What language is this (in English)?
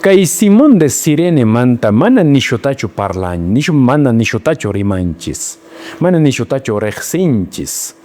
Quechua